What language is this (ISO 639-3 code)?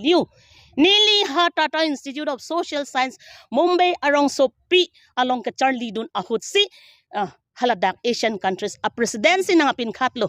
mjw